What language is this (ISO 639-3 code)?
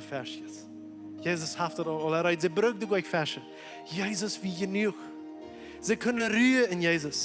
pdt